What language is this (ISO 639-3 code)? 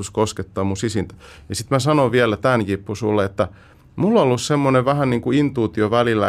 fin